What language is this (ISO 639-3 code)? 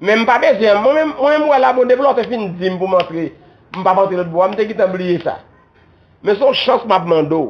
hat